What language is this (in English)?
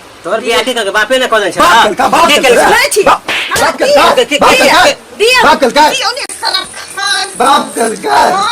Maithili